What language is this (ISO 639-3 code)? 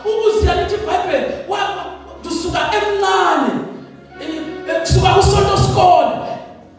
zul